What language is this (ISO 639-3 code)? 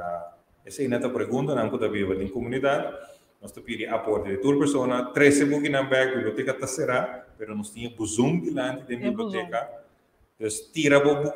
pap